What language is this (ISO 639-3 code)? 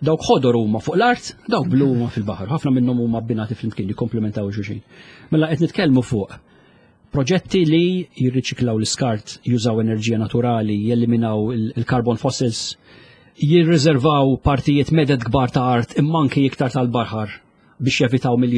mlt